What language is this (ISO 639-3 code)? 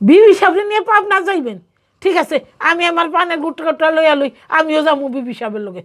syl